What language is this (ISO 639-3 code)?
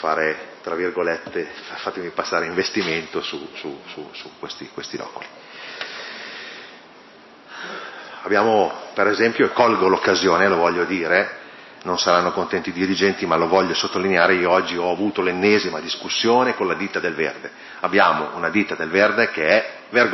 ita